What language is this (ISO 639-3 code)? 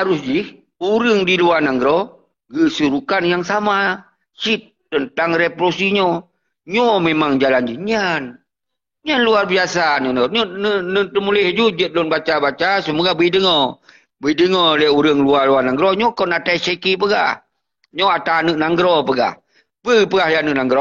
ace